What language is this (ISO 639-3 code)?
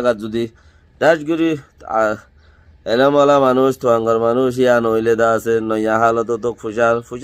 rhg